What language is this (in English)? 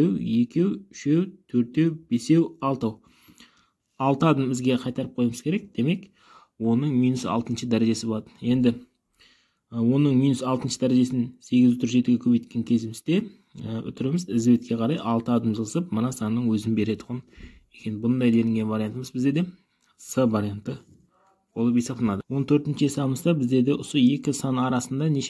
Kazakh